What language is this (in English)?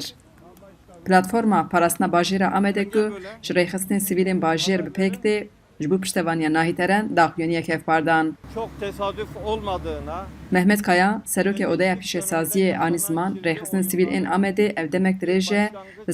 Kurdish